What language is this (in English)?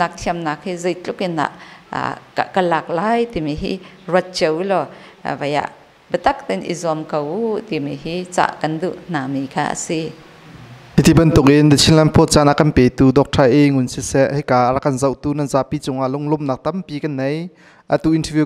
Hakha Chin